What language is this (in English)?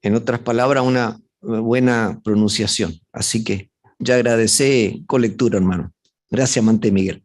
Guarani